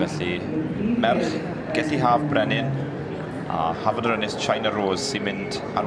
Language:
Welsh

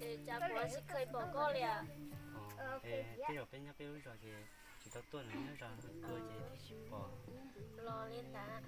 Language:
Hmong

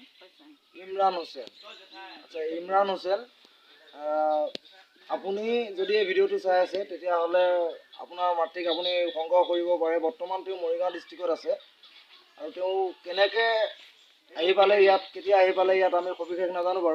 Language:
Assamese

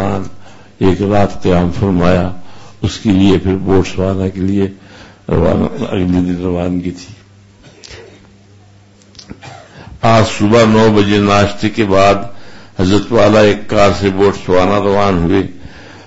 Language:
Urdu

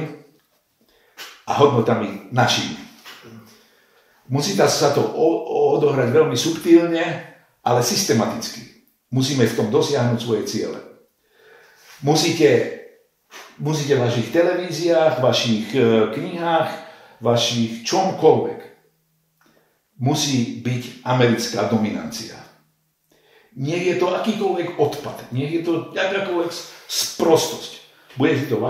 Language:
Slovak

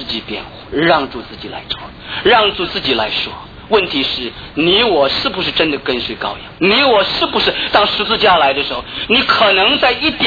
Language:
Chinese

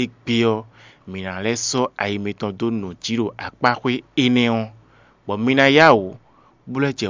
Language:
Fon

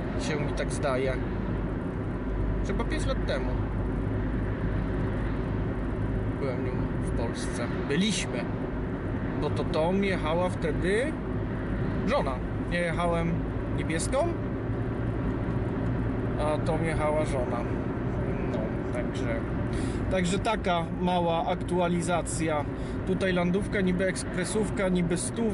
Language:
Polish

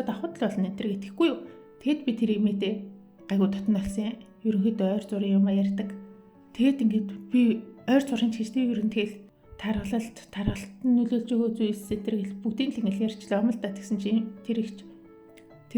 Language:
Mongolian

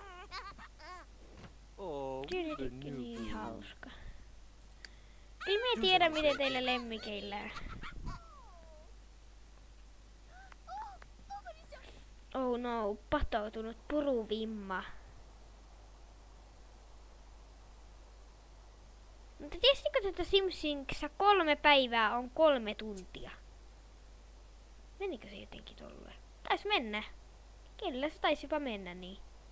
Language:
Finnish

